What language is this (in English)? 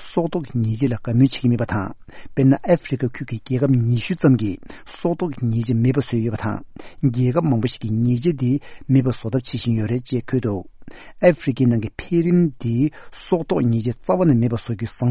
Tibetan